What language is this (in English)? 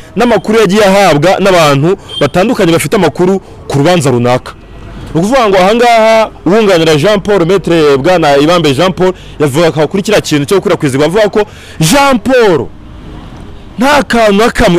Kinyarwanda